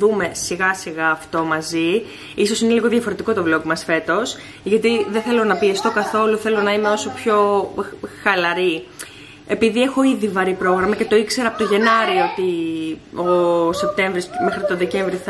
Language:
Greek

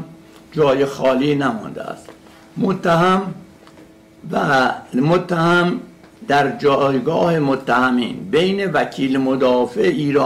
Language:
Persian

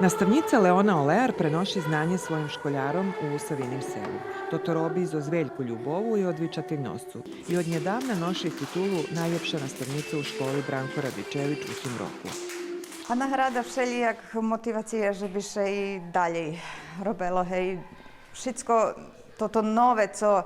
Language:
Rusyn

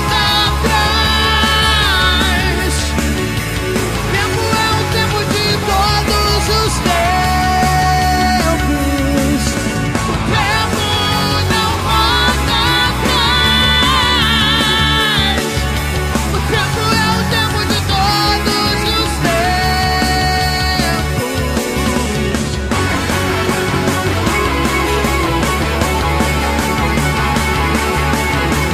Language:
Portuguese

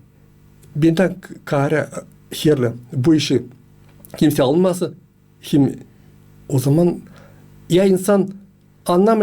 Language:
Gagauz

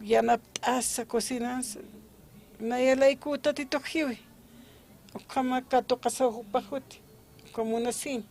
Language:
Aymara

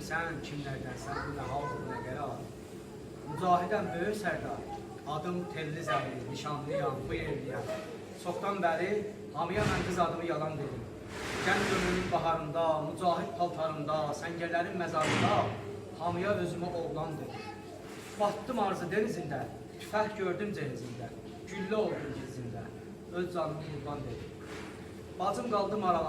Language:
South Azerbaijani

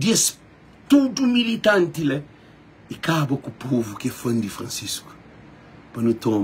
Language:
Kabuverdianu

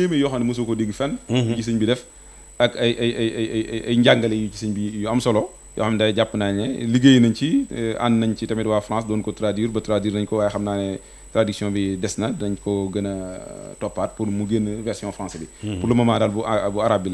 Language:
Wolof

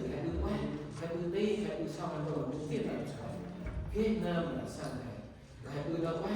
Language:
Central Mnong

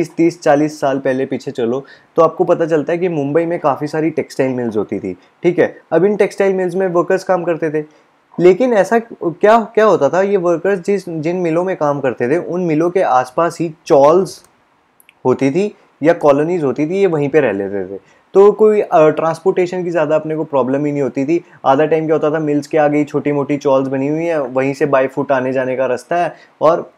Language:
Hindi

